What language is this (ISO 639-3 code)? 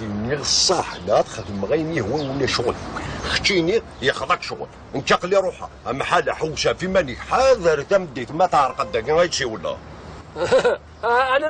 kab